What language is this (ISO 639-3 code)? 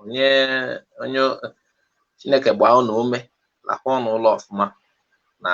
ibo